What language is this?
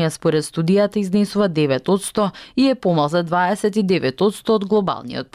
Macedonian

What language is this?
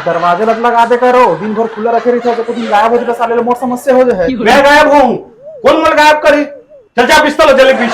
Chhattisgarhi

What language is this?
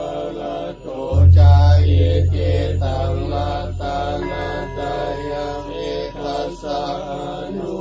Pali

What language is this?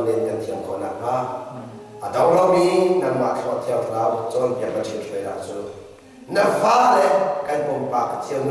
Hakha Chin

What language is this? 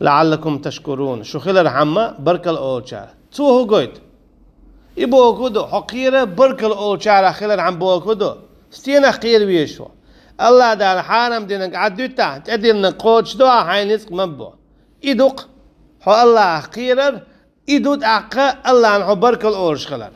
Chechen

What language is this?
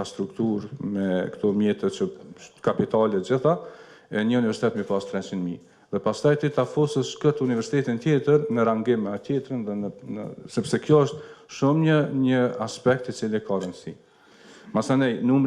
Albanian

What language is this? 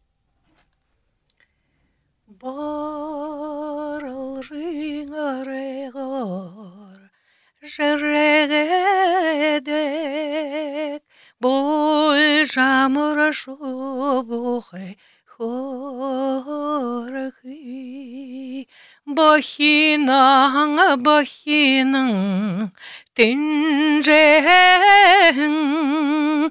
Buriat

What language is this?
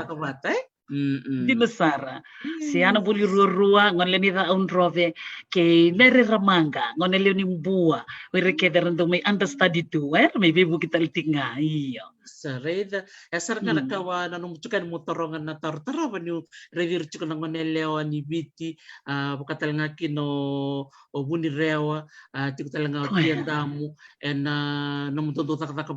Fijian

